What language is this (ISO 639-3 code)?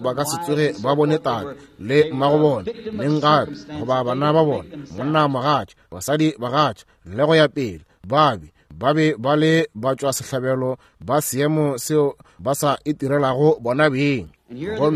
nso